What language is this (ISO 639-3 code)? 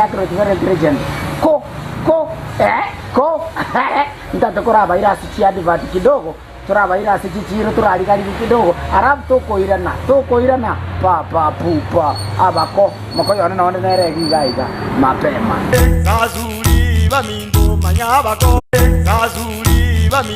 guz